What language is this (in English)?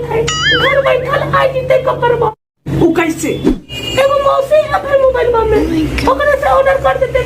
Magahi